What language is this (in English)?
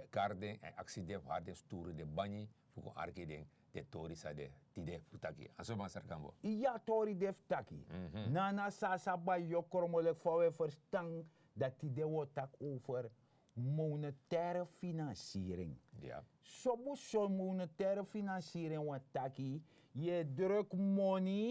Sranan Tongo